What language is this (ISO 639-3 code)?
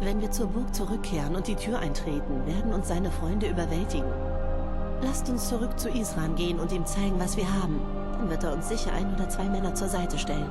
bar